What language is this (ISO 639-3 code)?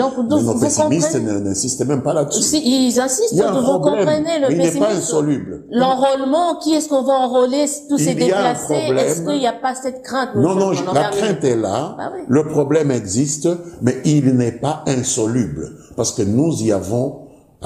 fra